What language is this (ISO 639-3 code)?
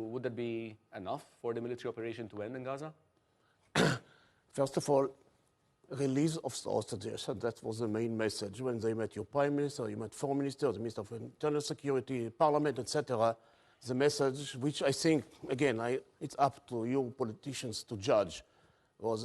eng